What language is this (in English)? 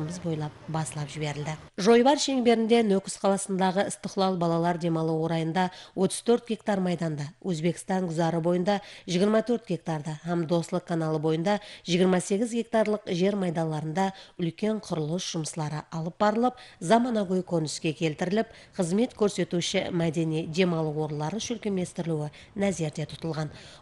Kara-Kalpak